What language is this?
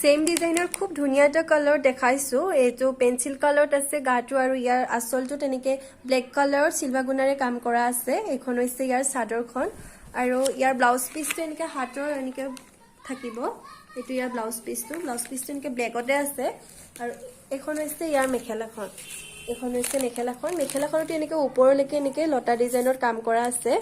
Assamese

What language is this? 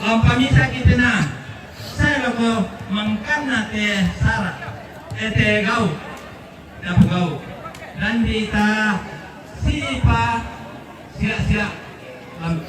Toraja-Sa'dan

